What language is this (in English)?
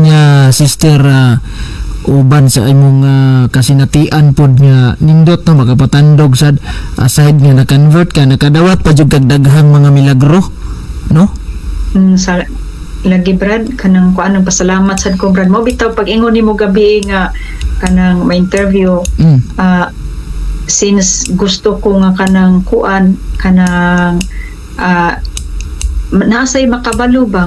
Cebuano